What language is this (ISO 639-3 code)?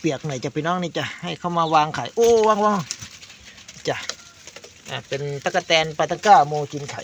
tts